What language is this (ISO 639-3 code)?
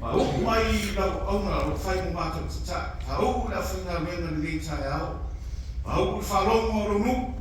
smo